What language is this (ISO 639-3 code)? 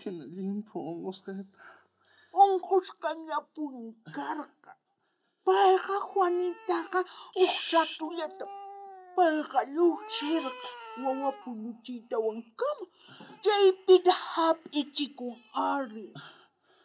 quh